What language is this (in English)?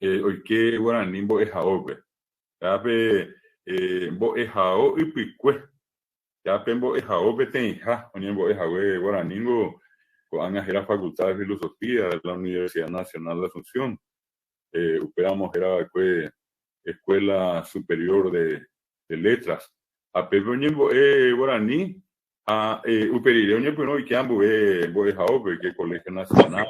Guarani